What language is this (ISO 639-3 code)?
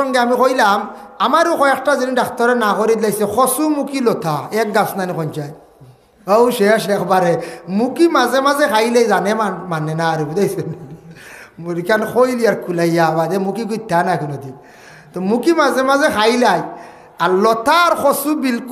syl